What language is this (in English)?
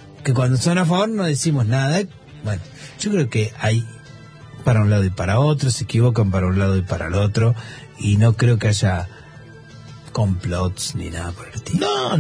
Spanish